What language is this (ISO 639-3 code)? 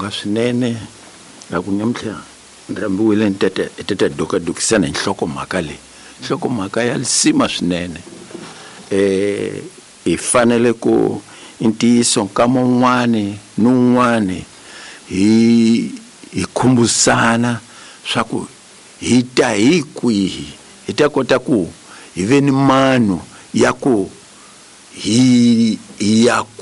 tso